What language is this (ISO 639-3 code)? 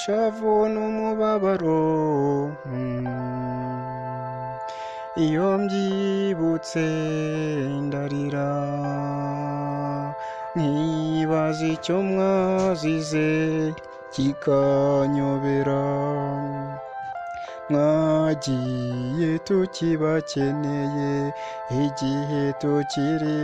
kin